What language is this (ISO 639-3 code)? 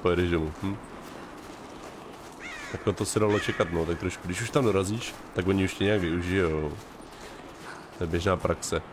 ces